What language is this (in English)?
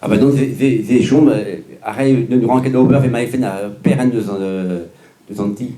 Breton